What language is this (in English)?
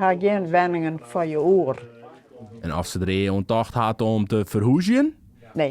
Western Frisian